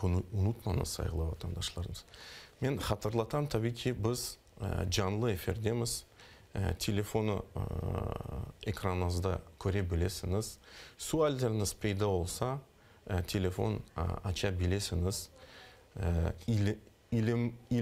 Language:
Crimean Tatar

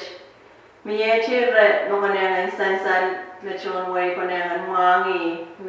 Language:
Pohnpeian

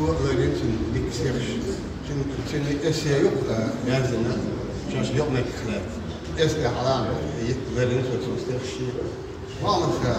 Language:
Chechen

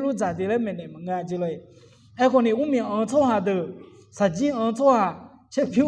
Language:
Akha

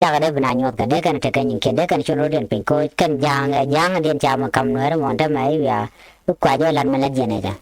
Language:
Nuer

